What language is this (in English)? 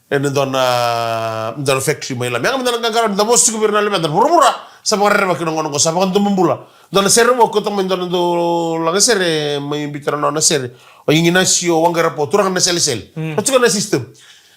Fijian